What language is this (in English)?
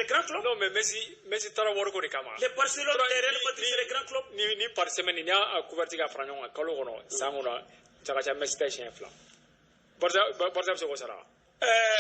Bambara